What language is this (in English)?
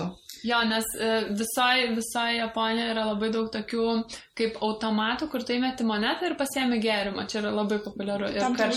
Lithuanian